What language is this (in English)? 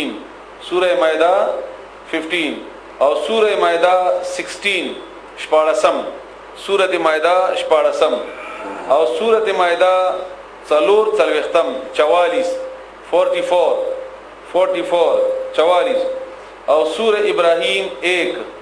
Pashto